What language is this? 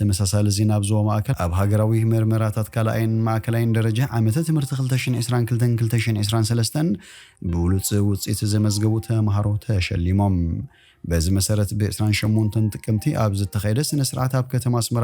Tigrinya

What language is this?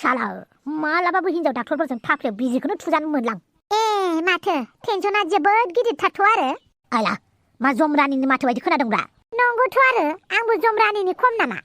Bodo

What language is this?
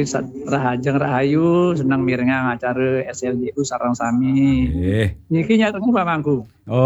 Balinese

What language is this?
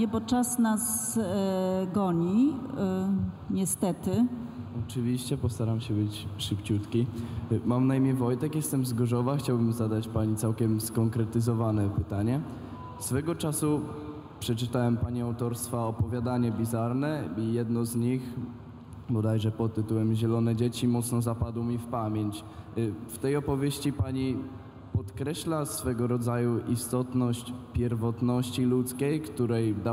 Polish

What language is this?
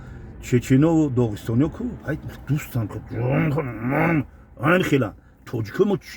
Tajik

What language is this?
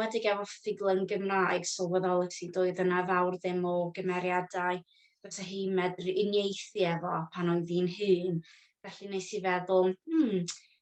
Welsh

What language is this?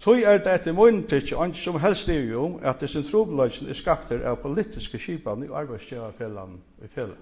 Faroese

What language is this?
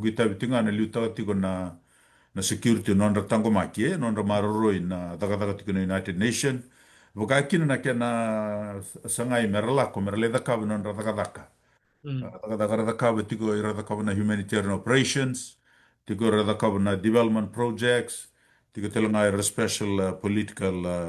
Fijian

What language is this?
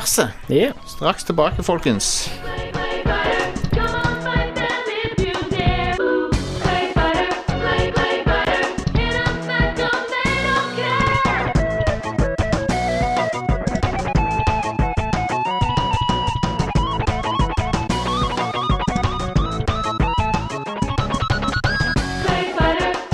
Norwegian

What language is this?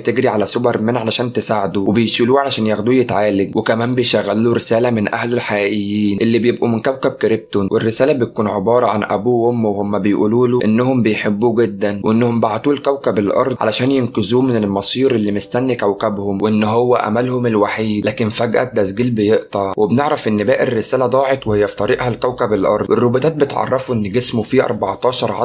Egyptian Arabic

